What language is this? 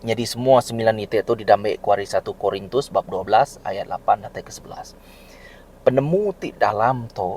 Iban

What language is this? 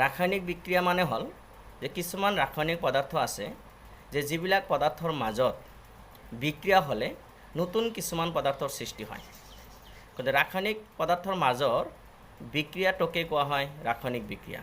Assamese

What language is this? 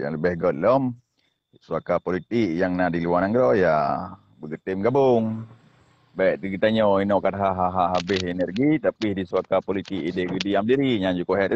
Achinese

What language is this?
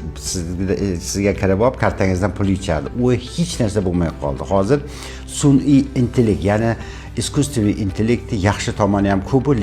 Uzbek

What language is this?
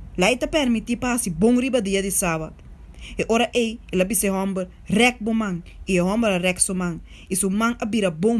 Papiamento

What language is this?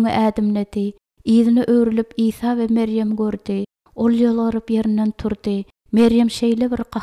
Turkmen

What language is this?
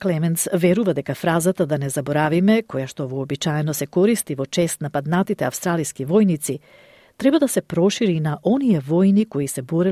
Macedonian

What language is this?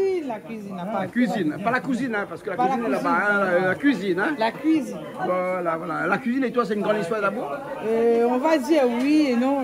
Réunion Creole French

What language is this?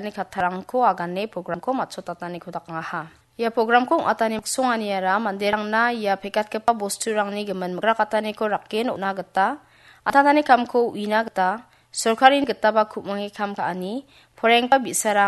Garo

